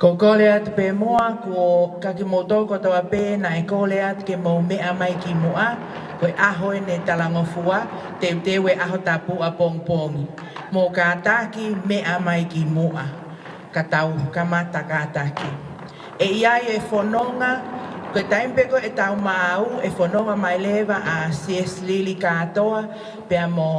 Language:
Tongan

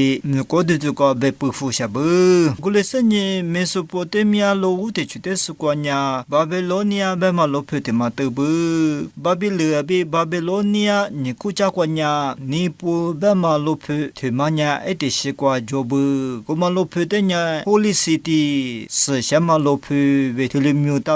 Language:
Lisu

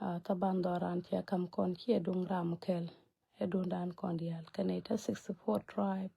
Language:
Nuer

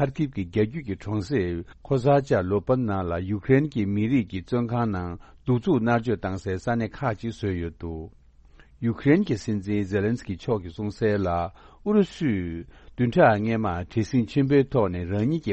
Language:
Tibetan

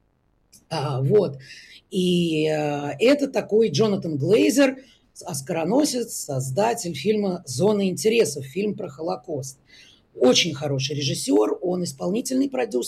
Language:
Russian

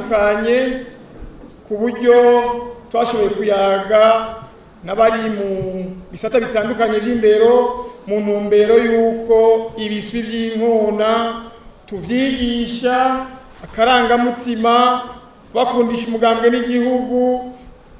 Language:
Rundi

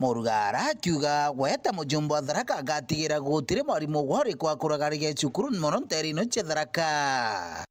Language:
Meru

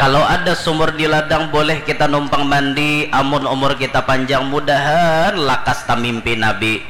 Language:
Banjar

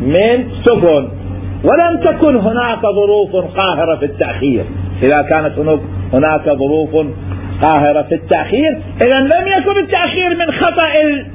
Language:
Mesopotamian Arabic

